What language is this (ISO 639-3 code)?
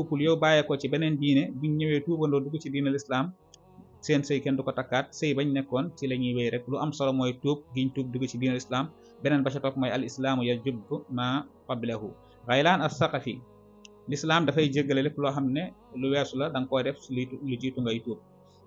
wol